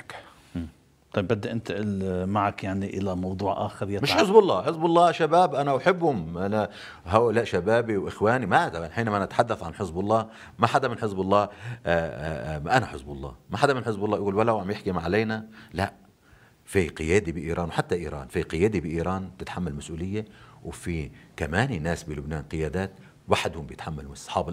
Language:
North Levantine Arabic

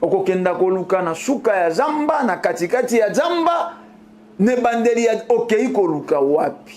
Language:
Lingala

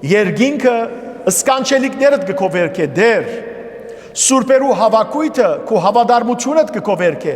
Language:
Western Armenian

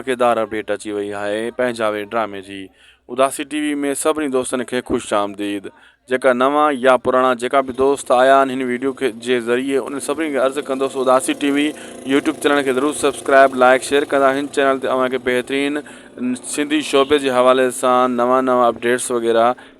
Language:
Sindhi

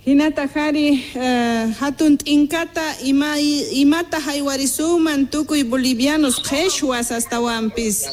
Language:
Quechua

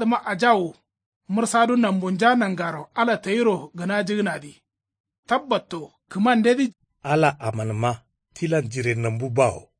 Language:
Kanuri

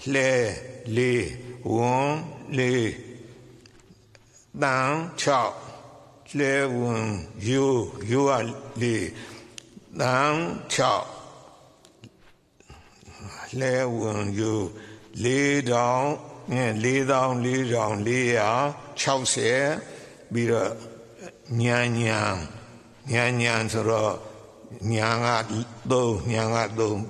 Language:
Burmese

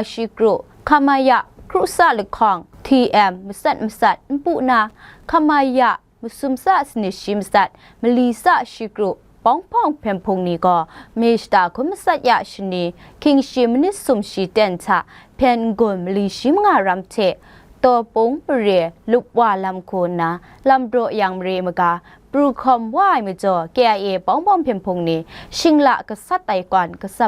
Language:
Kachin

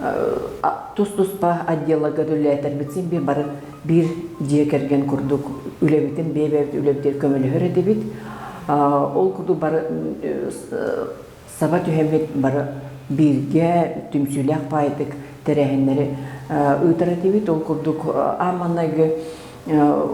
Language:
Yakut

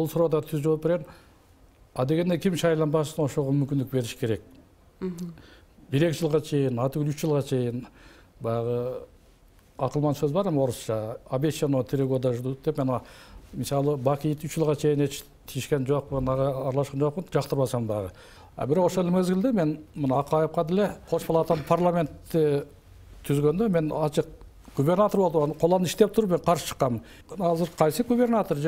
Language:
Kyrgyz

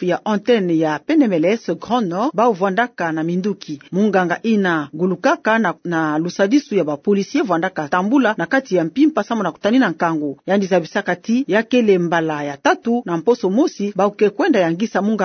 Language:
Kituba (Democratic Republic of Congo)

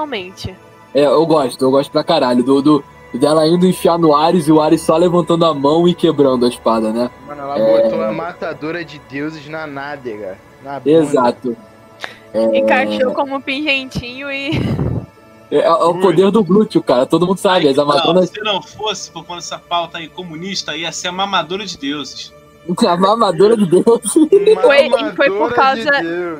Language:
Portuguese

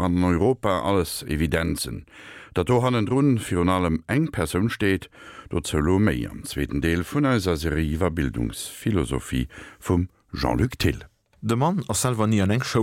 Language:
Luxembourgish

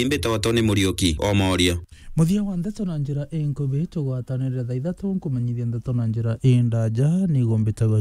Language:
Meru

